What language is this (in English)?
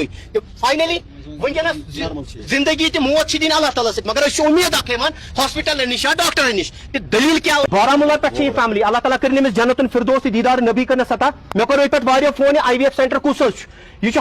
Kashmiri